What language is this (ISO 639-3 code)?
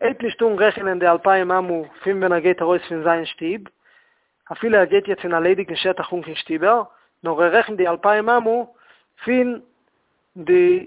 yid